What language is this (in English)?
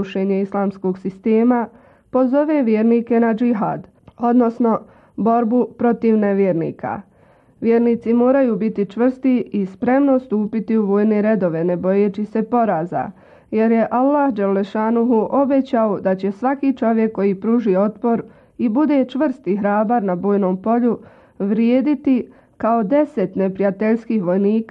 Bosnian